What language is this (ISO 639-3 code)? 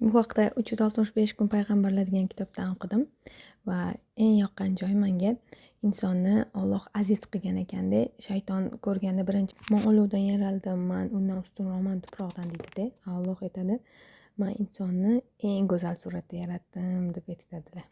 uzb